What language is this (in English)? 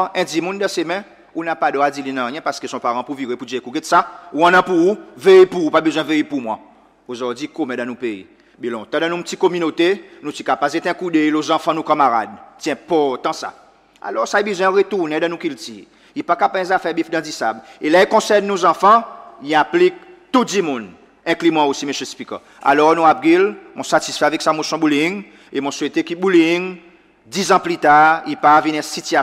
Seselwa Creole French